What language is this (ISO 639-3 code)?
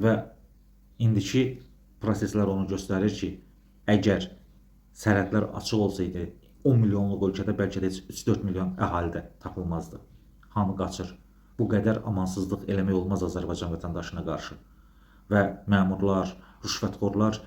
aze